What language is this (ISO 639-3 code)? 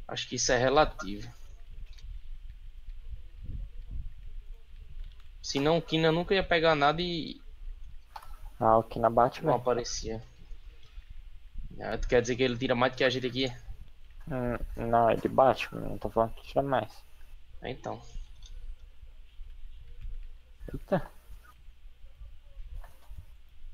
por